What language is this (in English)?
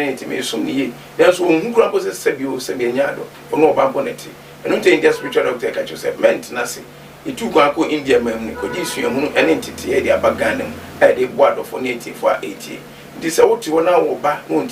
Akan